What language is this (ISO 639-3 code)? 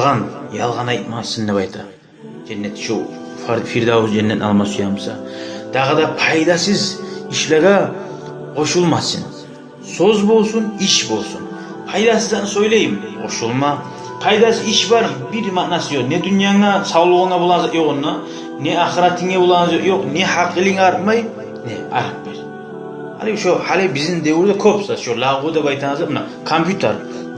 kum